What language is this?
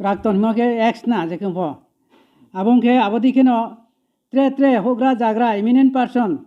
Riang (India)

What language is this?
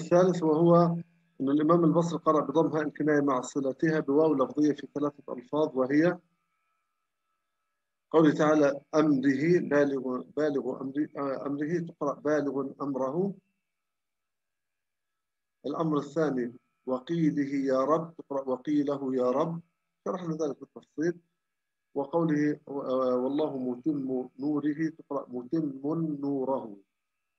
Arabic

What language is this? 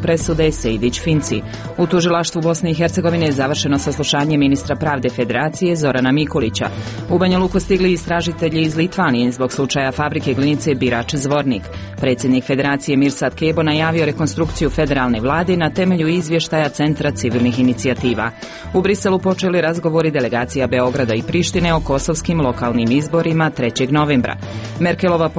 Bosnian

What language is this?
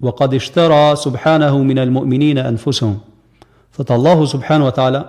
Albanian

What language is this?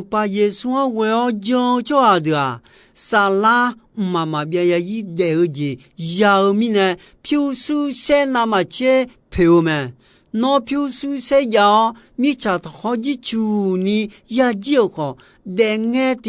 Akha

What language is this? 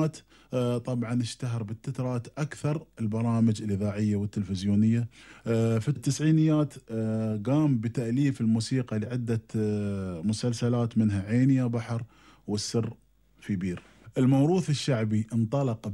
Gulf Arabic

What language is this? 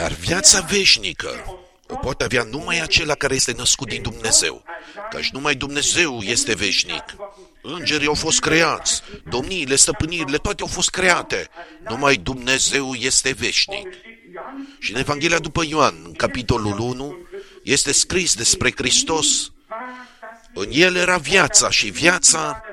Romanian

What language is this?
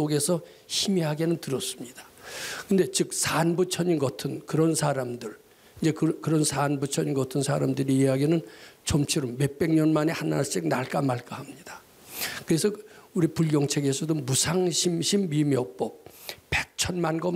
Korean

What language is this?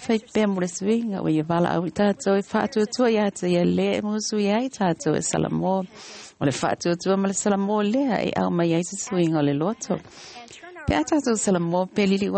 Samoan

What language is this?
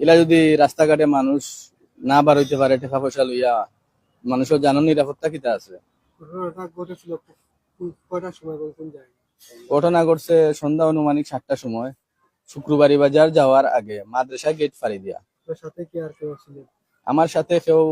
Sylheti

